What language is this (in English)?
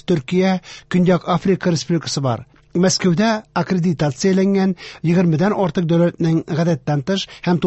Tatar